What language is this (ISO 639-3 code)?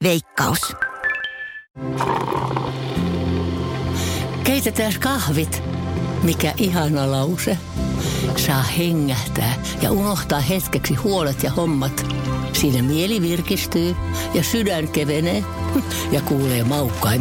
fin